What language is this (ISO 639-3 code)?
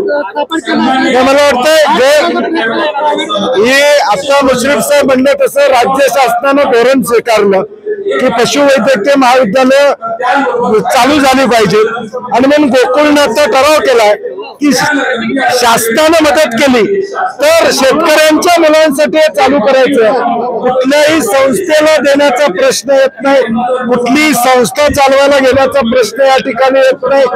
mar